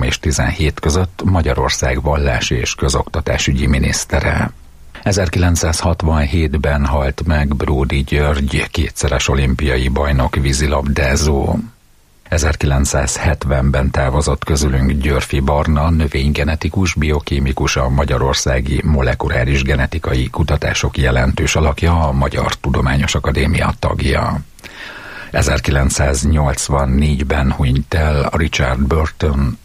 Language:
Hungarian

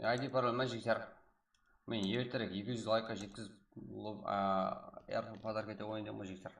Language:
Kara-Kalpak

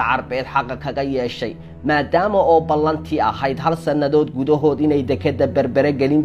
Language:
Somali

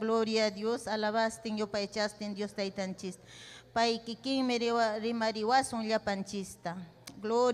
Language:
Ayacucho Quechua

